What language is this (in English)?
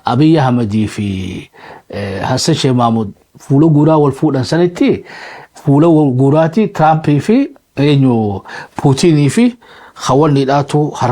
Oromo